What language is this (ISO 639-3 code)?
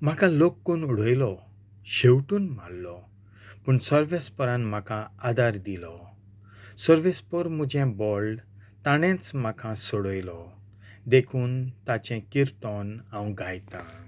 kok